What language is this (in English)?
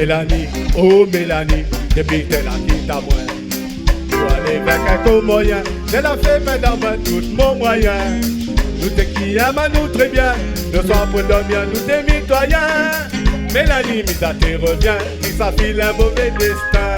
Réunion Creole French